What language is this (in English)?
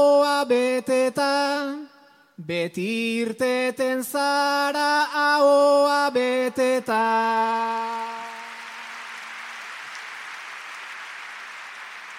Basque